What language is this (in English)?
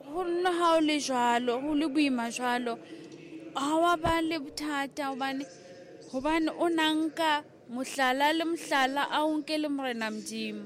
Southern Sotho